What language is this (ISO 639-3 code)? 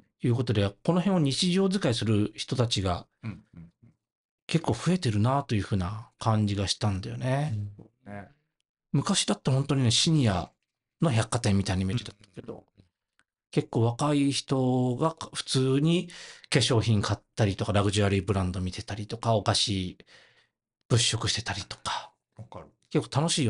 jpn